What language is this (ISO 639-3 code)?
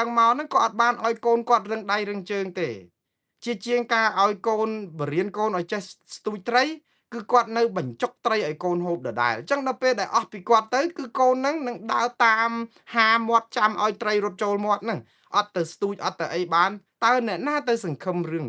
khm